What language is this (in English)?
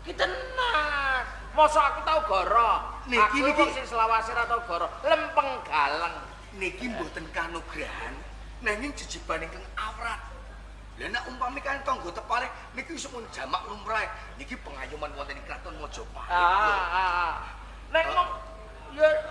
Javanese